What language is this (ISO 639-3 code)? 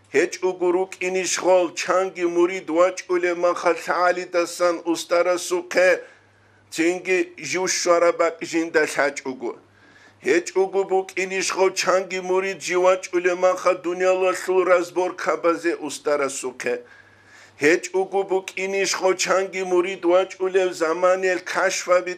ava